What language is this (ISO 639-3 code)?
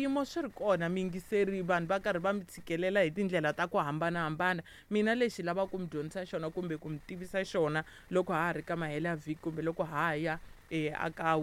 tso